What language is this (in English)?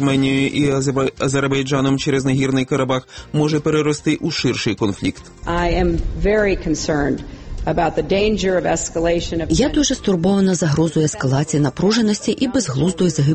Ukrainian